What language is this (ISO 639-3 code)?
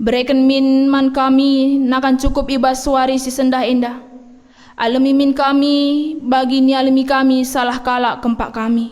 btx